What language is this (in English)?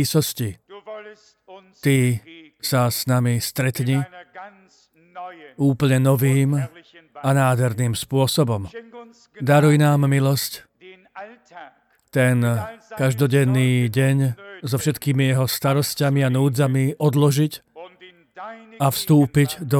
Slovak